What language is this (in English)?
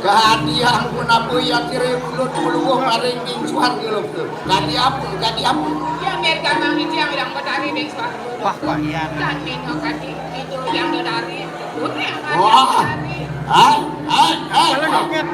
Balinese